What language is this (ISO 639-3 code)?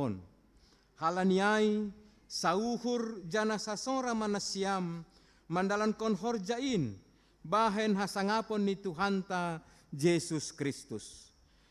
bts